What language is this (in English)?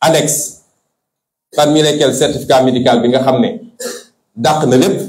Wolof